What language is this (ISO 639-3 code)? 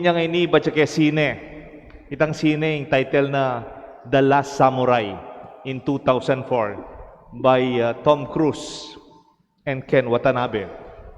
pam